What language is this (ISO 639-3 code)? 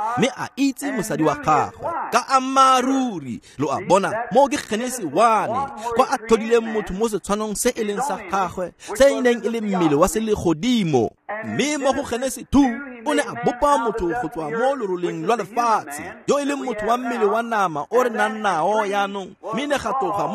tsn